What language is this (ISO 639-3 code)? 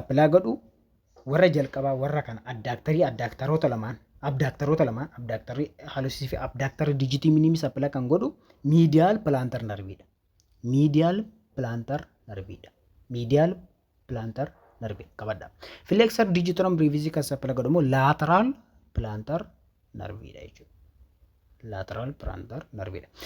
orm